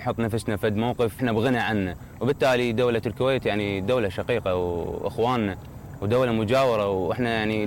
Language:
Mesopotamian Arabic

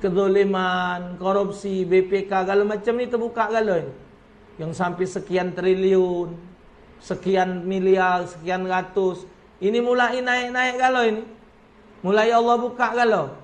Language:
Musi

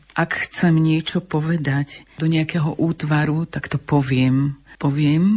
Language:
Slovak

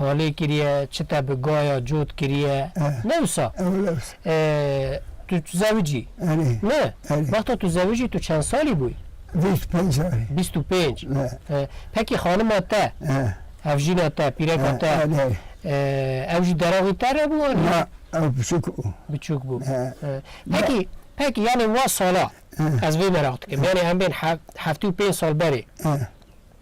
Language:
Kurdish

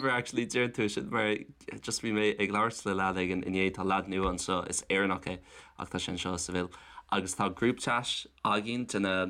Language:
Irish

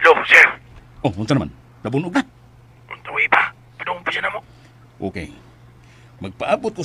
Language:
Cebuano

